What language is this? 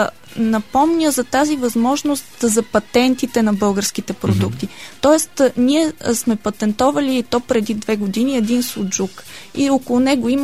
Bulgarian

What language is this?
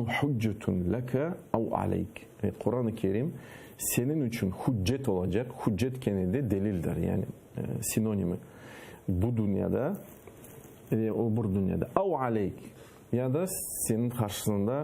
Crimean Tatar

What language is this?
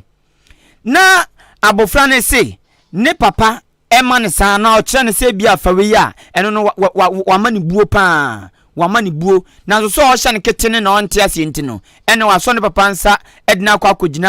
Akan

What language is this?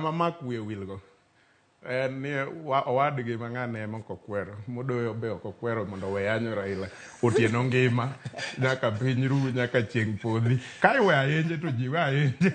Luo (Kenya and Tanzania)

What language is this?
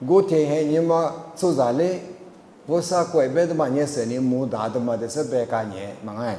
Lisu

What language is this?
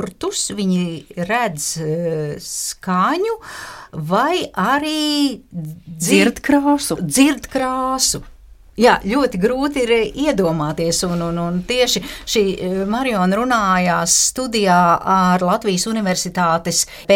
Latvian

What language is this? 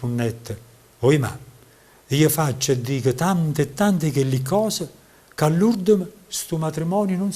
Neapolitan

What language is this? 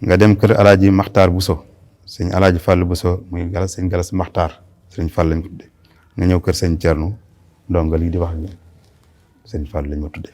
Wolof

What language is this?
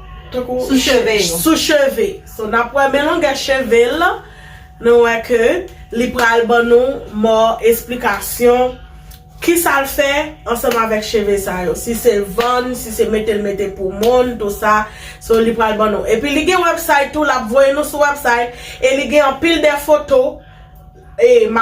Haitian Creole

